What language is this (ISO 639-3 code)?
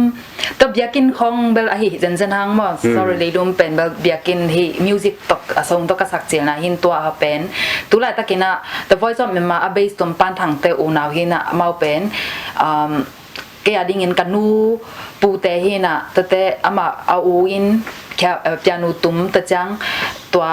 ctd